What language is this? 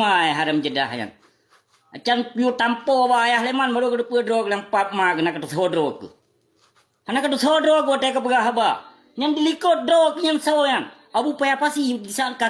Achinese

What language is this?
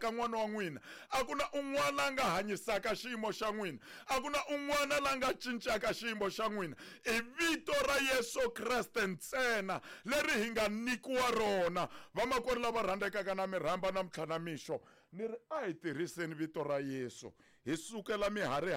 Tsonga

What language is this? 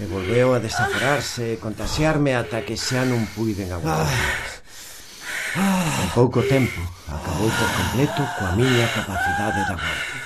Galician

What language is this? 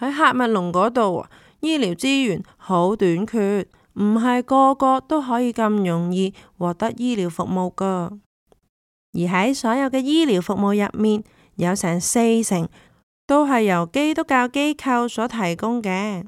Cantonese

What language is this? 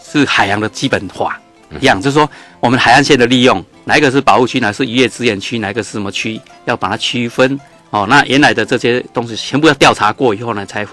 Chinese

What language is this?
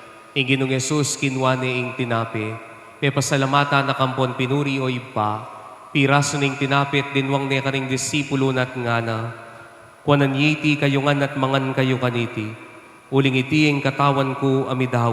Pampanga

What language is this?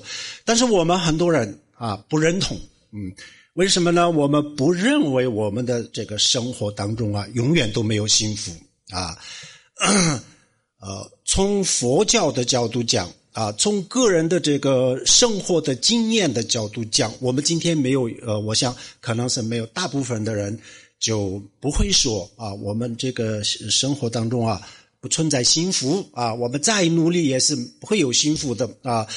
Chinese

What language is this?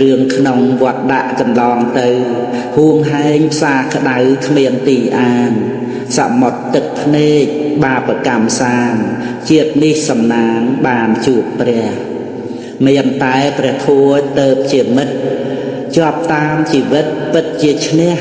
Khmer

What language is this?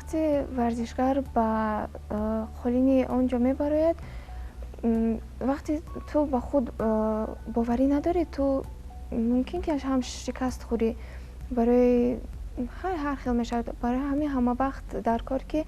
Tajik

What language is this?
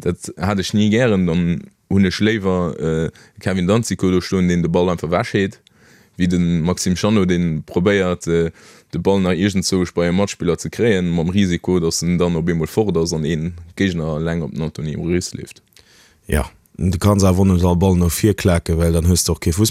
Luxembourgish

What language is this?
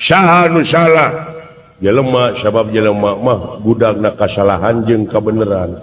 Sundanese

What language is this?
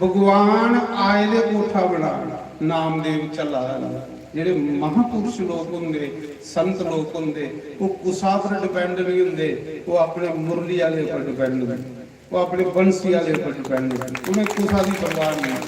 Dogri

